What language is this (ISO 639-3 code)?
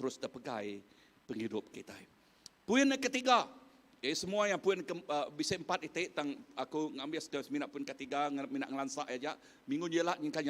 iba